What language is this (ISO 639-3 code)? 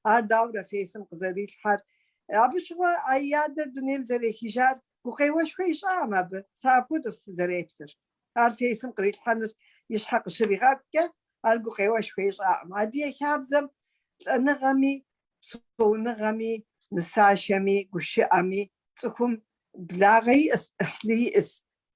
kbd